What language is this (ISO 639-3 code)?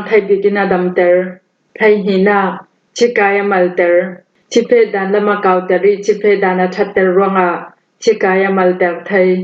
cfm